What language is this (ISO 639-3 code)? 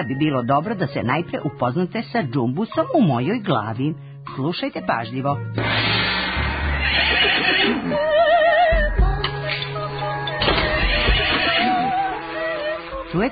srp